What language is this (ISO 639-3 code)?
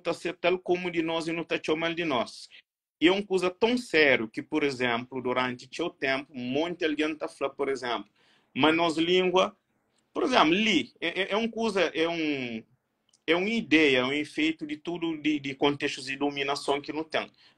kea